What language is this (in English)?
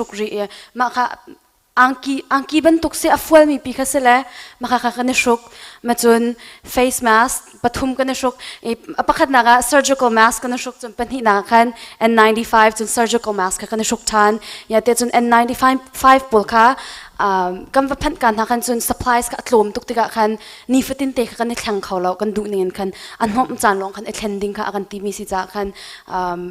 Hakha Chin